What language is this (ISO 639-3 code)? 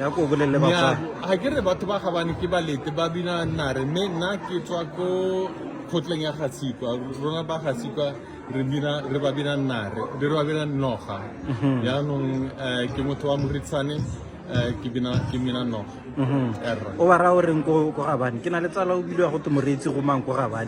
tsn